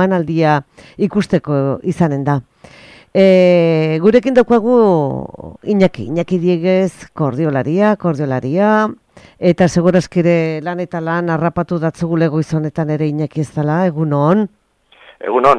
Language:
Basque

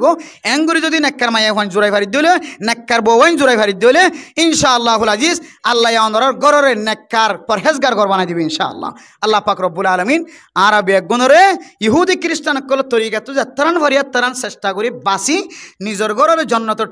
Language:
Rohingya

